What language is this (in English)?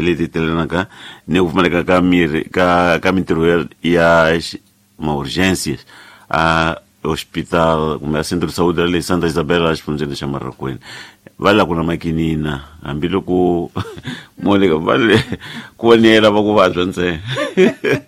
Tsonga